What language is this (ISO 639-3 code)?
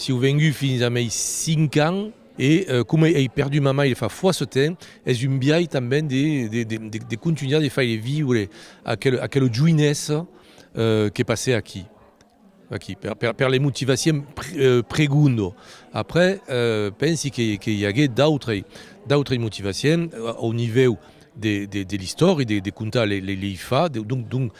oci